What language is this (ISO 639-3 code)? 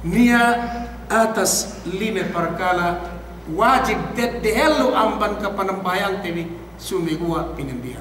yka